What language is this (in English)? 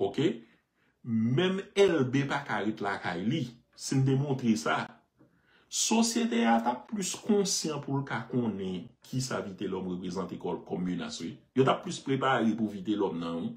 Haitian Creole